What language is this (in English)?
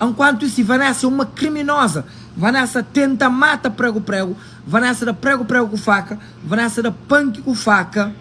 Kabuverdianu